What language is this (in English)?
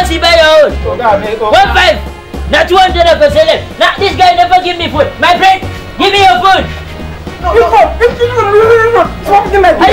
Nigerian Pidgin